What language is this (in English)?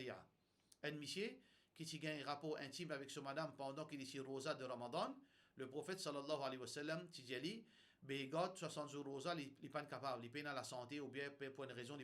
Morisyen